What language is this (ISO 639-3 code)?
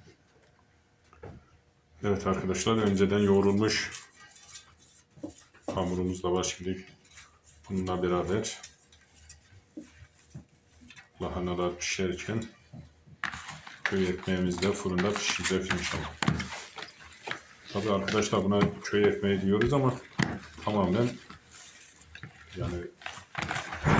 tur